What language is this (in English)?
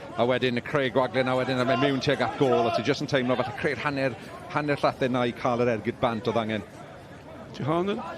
Welsh